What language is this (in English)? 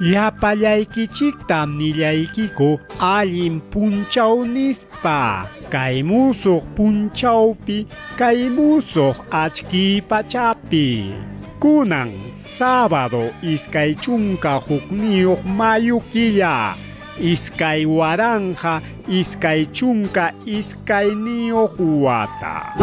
Ayacucho Quechua